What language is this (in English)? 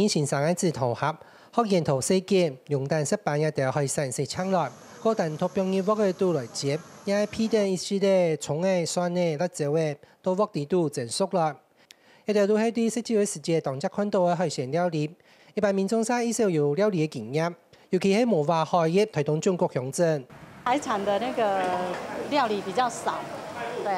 Hakka Chinese